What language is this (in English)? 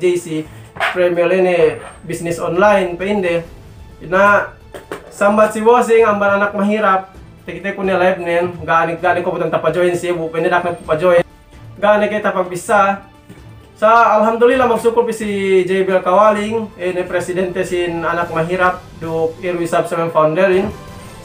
Yakan